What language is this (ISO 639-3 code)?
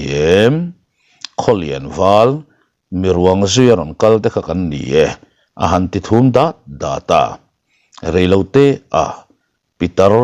lus